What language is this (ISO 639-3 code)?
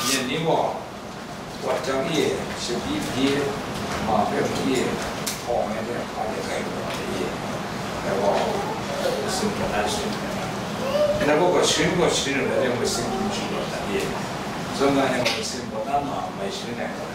kac